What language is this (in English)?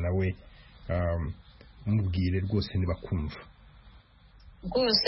Kinyarwanda